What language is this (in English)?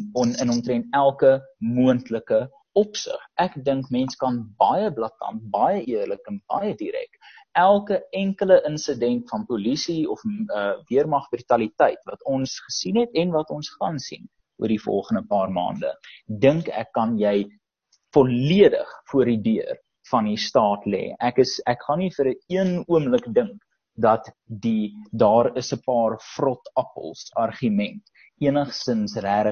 Afrikaans